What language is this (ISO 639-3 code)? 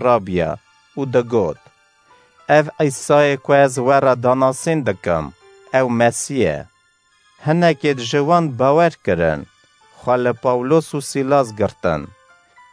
kur